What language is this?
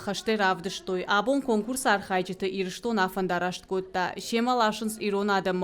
Ossetic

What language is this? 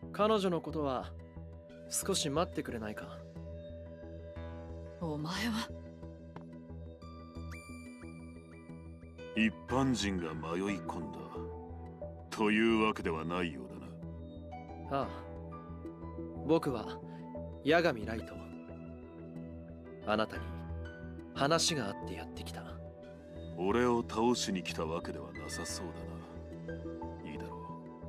Japanese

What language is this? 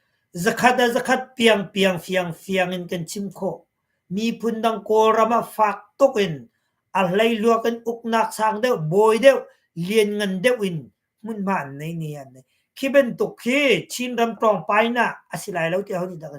Hakha Chin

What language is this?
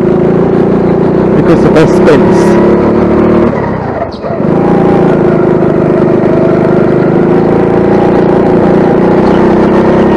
English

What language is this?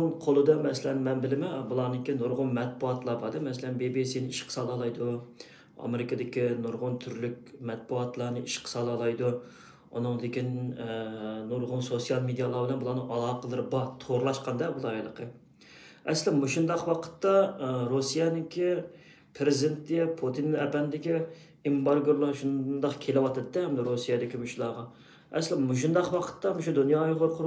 Uyghur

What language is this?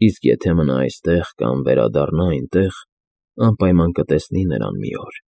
Armenian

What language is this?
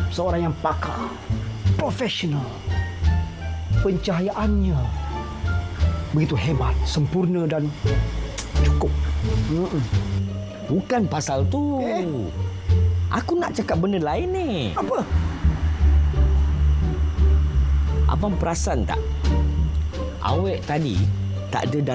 Malay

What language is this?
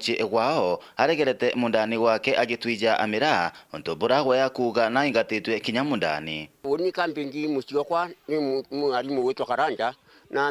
Meru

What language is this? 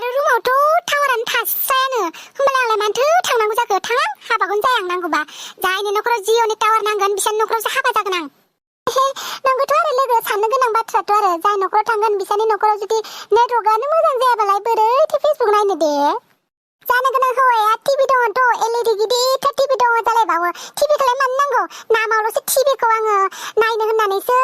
Bodo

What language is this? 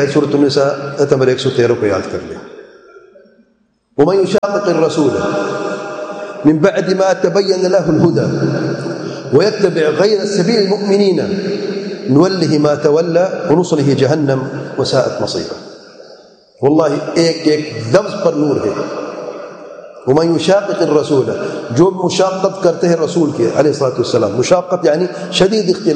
Urdu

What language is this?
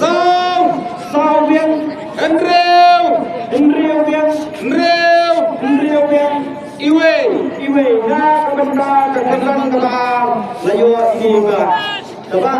Khasi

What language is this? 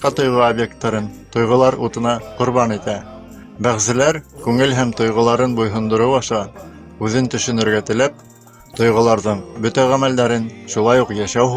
Bashkir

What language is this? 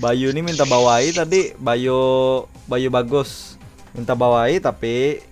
Banjar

